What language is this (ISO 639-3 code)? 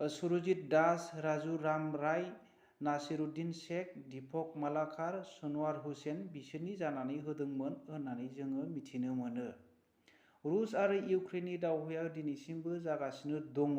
brx